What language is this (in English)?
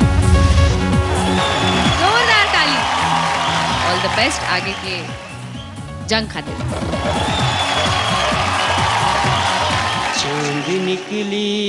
Bhojpuri